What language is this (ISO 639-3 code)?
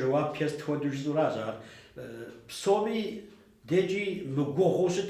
kbd